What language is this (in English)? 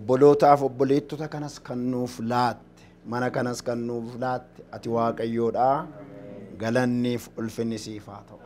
Oromo